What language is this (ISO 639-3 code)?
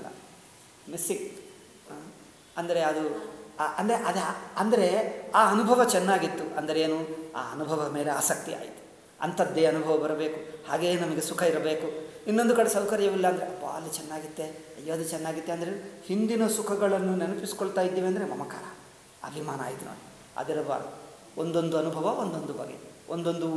kan